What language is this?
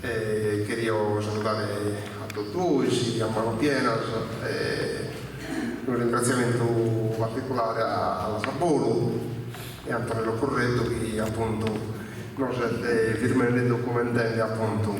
Sardinian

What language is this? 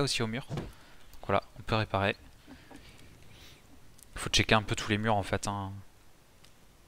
French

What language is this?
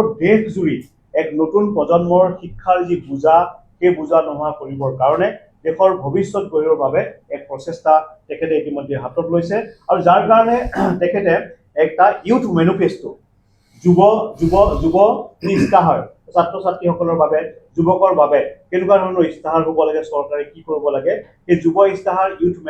Assamese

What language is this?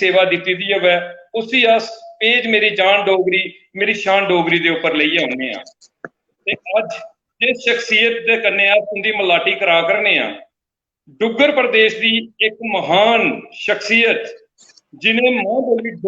Dogri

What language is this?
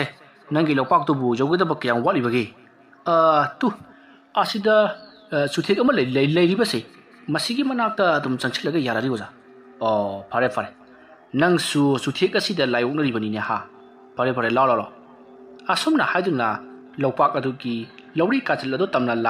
Manipuri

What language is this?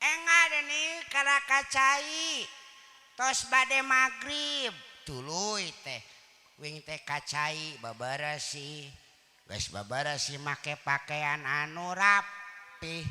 Sundanese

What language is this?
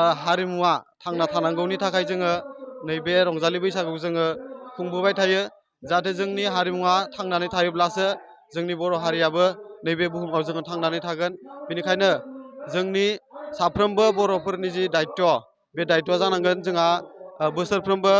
Bodo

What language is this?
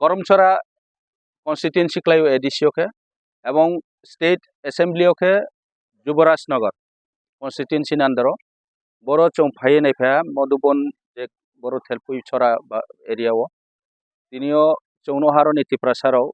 Kok Borok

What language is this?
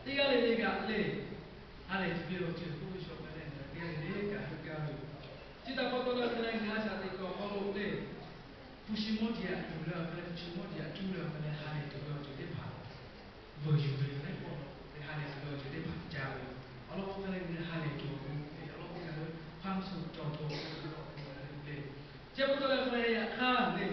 Lahu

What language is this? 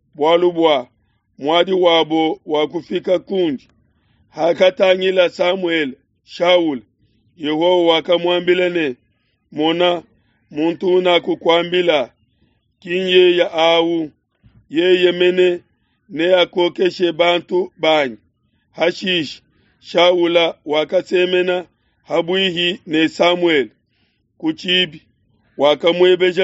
Luba-Lulua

